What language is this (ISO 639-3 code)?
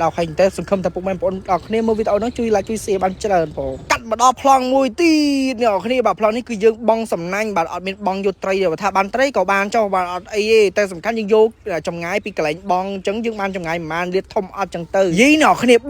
khm